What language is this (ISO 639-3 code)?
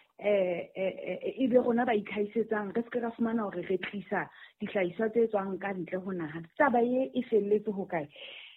sot